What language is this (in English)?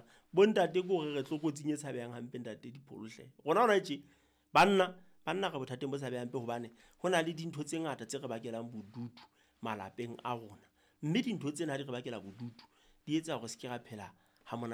Southern Sotho